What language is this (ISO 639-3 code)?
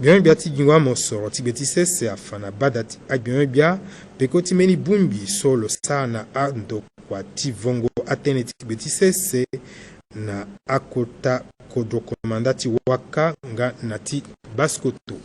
sag